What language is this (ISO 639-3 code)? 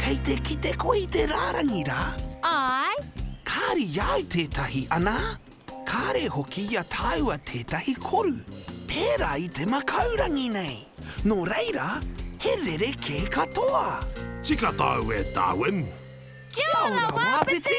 mri